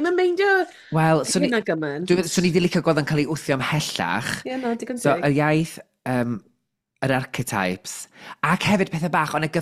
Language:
Welsh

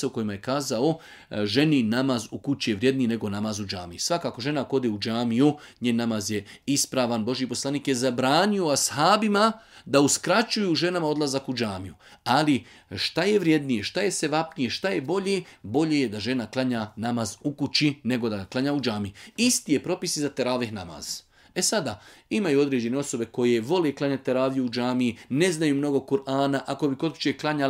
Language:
Bosnian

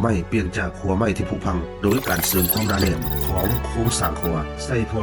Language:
Lao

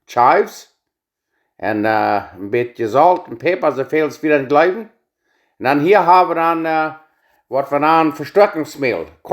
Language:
Plautdietsch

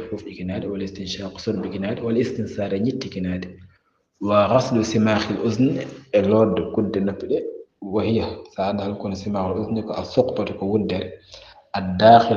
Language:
Fula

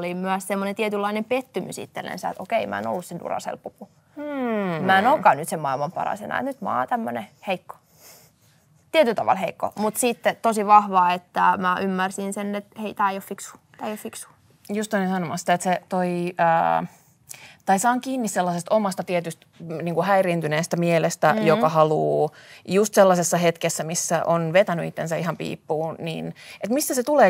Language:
Finnish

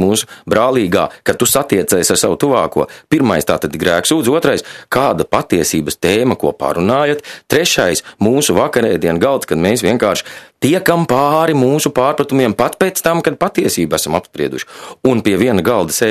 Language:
Latvian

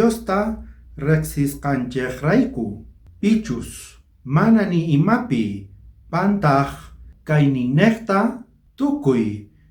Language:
South Bolivian Quechua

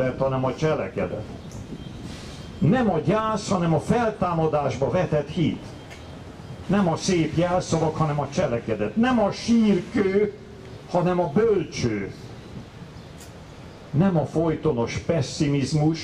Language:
Hungarian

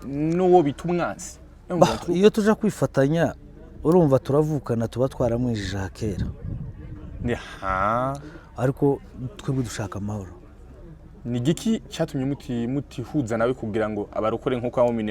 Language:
Rundi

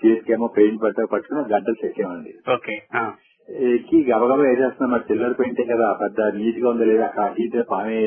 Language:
Telugu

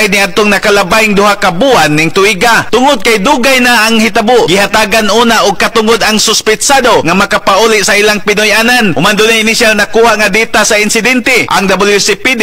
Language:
Cebuano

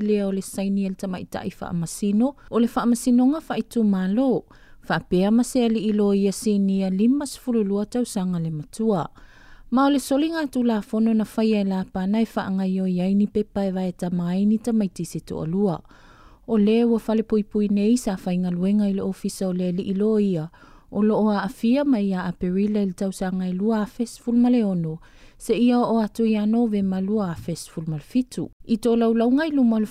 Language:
Samoan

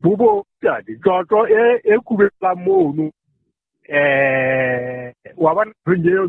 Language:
Southern Sotho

